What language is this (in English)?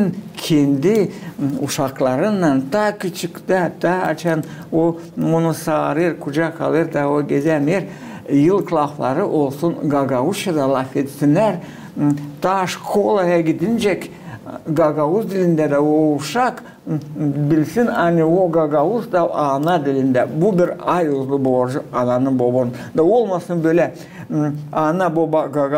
Gagauz